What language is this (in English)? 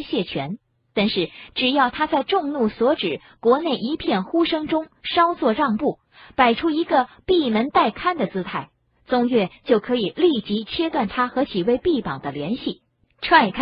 Chinese